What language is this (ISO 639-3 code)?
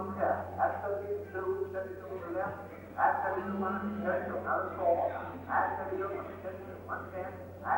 cym